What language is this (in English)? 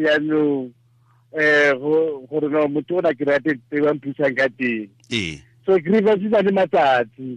Tswana